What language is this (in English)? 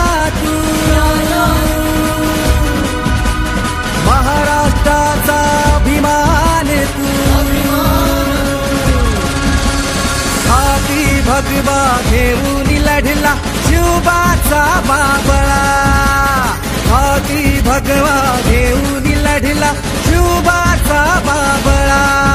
Marathi